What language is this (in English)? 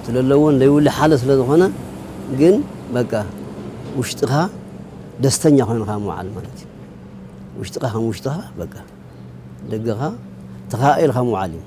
Tigrinya